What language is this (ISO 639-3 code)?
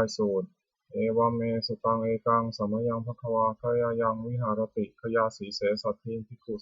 pli